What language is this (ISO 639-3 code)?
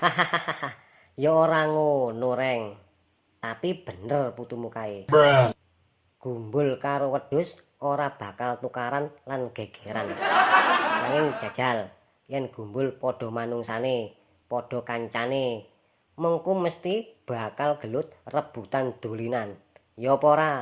jav